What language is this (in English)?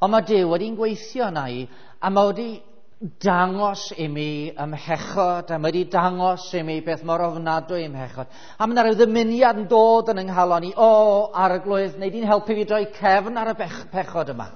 Welsh